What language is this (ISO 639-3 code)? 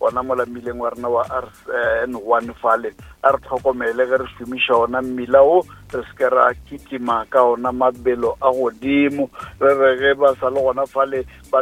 nso